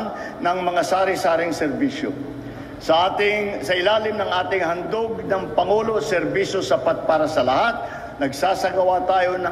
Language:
Filipino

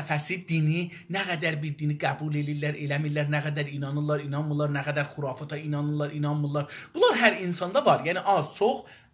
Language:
South Azerbaijani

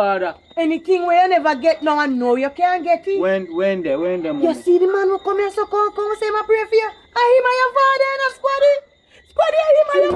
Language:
Jamaican Creole English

